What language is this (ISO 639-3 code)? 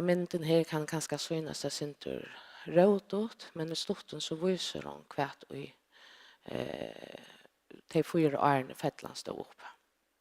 fao